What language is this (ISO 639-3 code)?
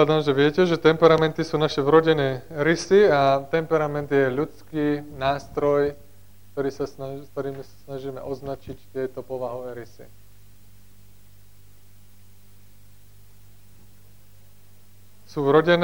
slk